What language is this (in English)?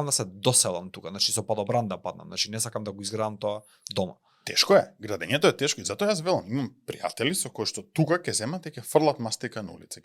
Macedonian